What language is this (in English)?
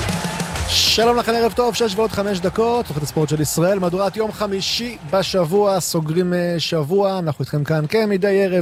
Hebrew